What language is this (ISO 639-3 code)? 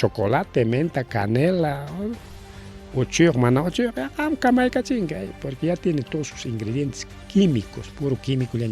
quy